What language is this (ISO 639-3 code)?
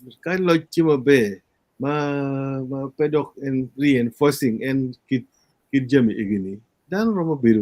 ach